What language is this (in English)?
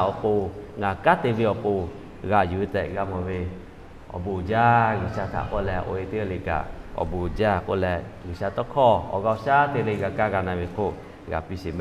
Lahu